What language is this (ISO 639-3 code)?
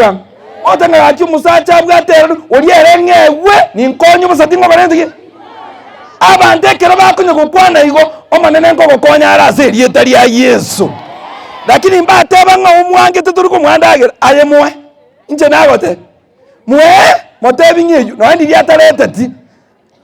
guz